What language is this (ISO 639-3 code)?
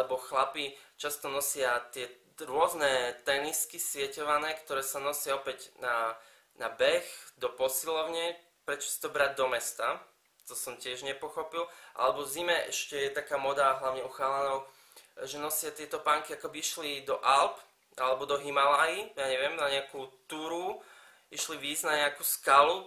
slk